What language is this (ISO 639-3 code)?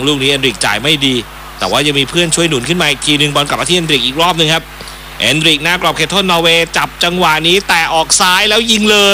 tha